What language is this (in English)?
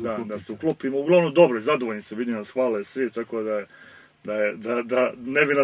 Serbian